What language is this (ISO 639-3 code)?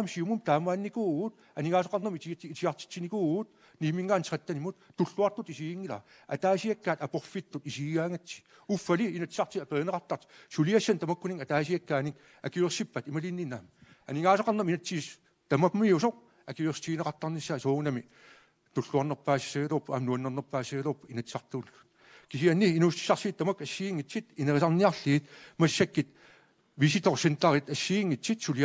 kal